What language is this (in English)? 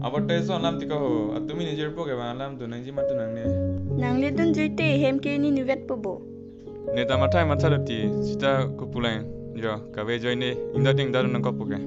Karbi